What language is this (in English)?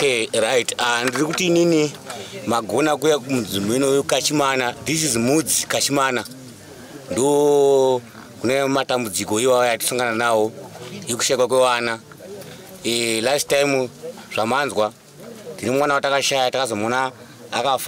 Shona